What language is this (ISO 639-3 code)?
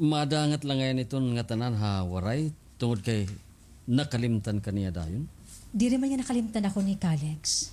war